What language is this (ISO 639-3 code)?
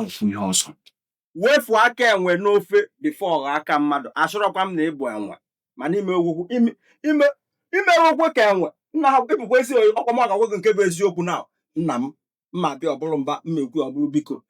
ibo